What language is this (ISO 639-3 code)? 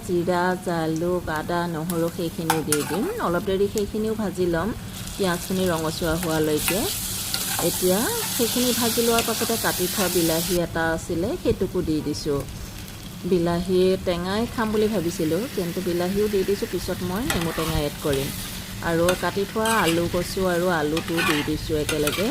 asm